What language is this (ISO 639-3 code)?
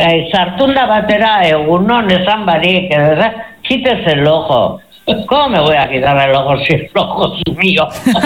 eus